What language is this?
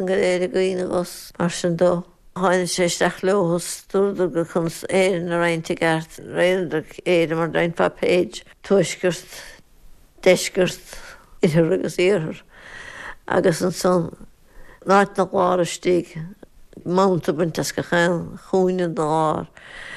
Irish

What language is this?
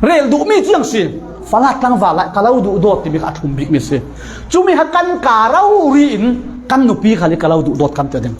Falam Chin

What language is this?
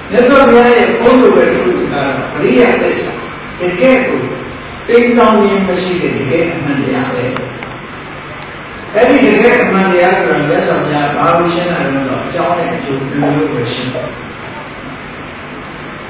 Burmese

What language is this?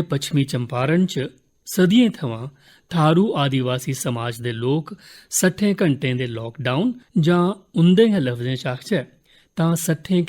Dogri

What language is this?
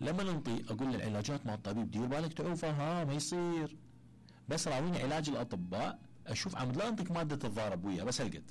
Mesopotamian Arabic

